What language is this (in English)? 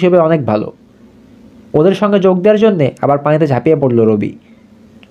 Bangla